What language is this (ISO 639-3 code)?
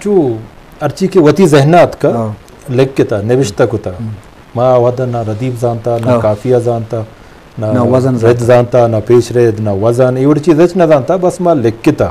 bgp